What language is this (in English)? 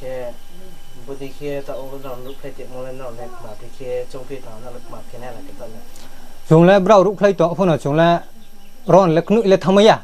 Riang (India)